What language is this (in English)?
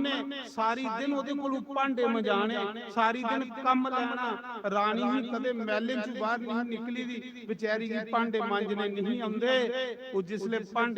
Dogri